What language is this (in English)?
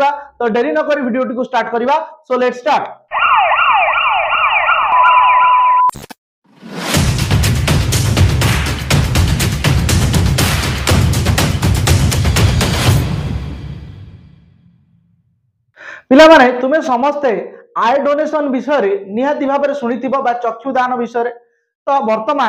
Odia